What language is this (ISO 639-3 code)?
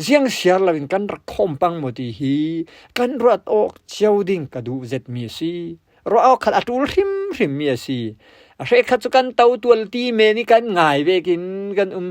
cfm